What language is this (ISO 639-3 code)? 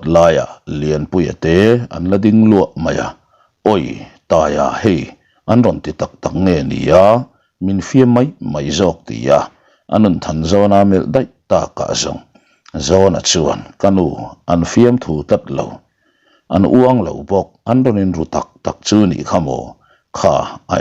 lus